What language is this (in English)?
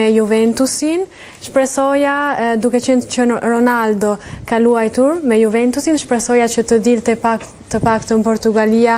Albanian